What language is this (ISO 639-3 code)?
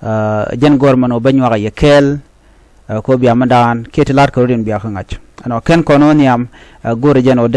nus